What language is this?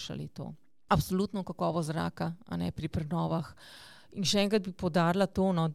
Slovenian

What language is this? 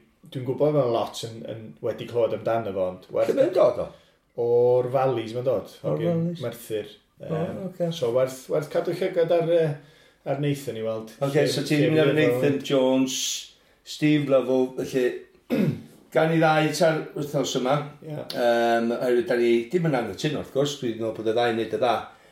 Welsh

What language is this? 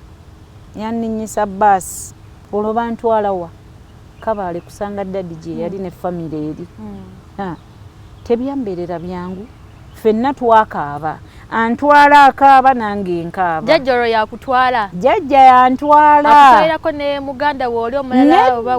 Ganda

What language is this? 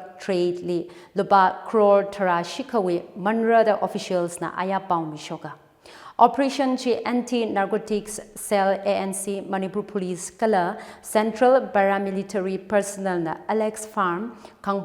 Tangkhul Naga (India)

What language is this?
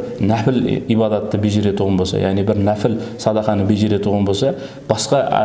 Kara-Kalpak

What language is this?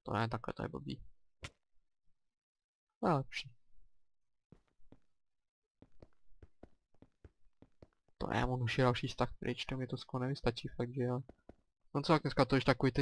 Czech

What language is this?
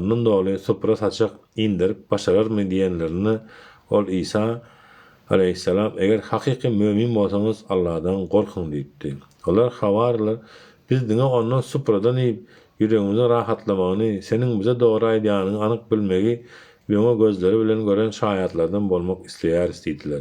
Turkmen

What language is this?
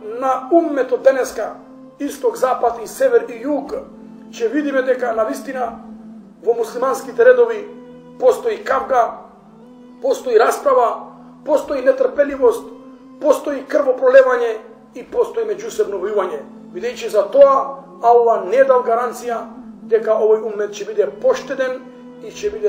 Macedonian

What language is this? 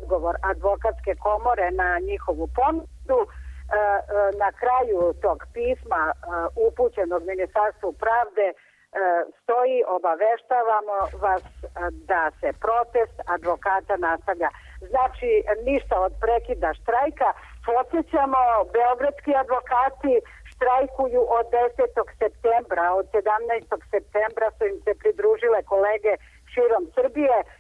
Serbian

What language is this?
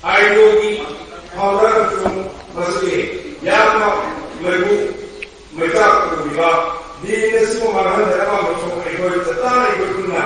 Manipuri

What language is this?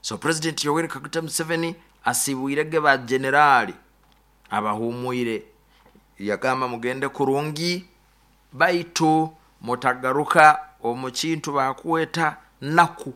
Nyoro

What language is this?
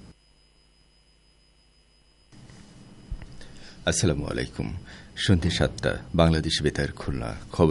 Bangla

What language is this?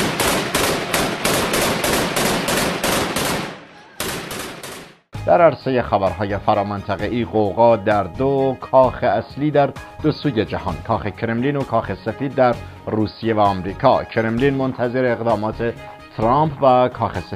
Persian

